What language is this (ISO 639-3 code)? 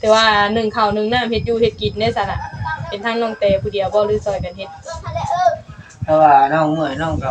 tts